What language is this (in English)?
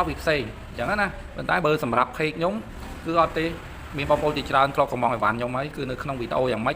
Khmer